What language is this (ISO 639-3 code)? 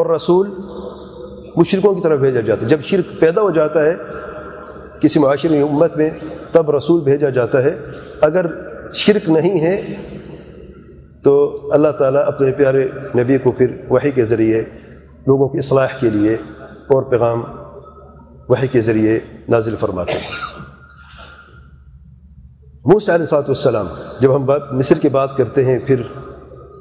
urd